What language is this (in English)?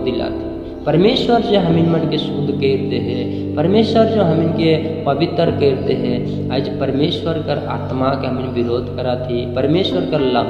Sadri